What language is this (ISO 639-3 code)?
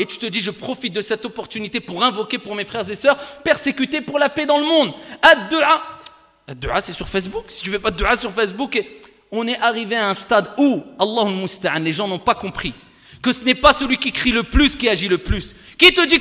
fra